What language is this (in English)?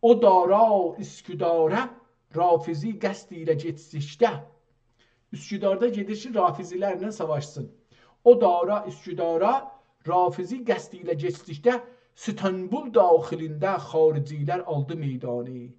South Azerbaijani